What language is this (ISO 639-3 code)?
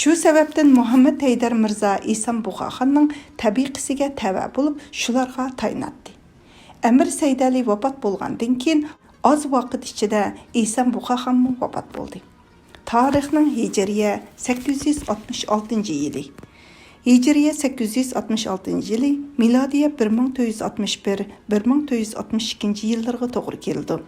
uig